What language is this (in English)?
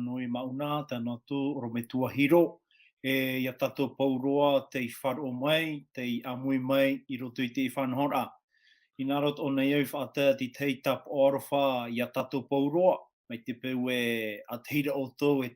Tahitian